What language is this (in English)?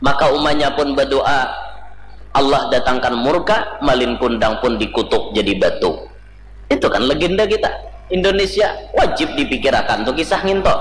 Banjar